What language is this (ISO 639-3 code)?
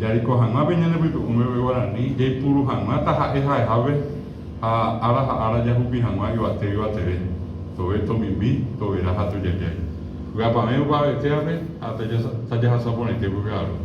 grn